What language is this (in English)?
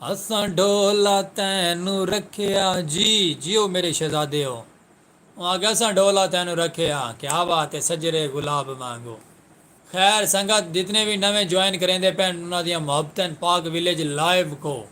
Saraiki